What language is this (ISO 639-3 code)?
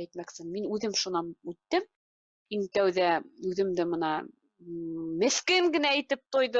bak